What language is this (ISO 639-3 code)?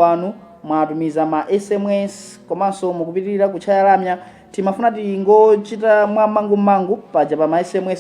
nya